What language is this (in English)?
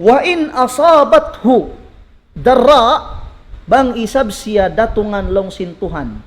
Tausug